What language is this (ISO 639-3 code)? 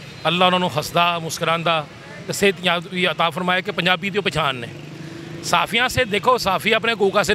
lah